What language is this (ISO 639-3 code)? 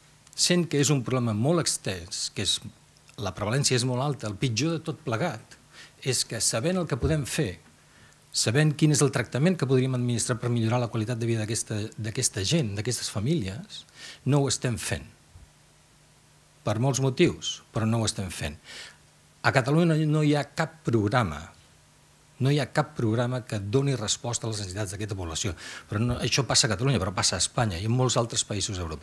cat